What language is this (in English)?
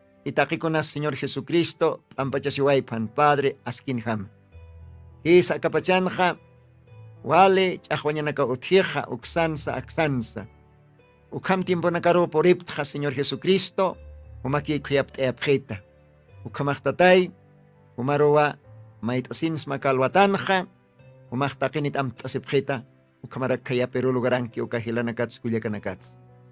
Aymara